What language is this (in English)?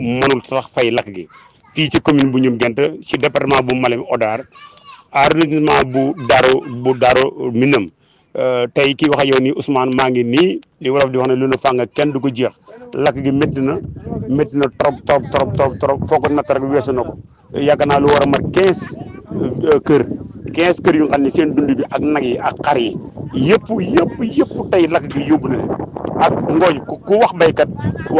Wolof